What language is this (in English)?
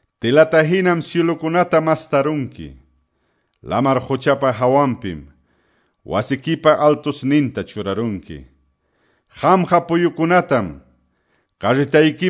Quechua